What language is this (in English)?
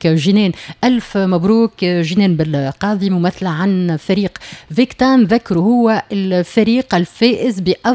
Tunisian Arabic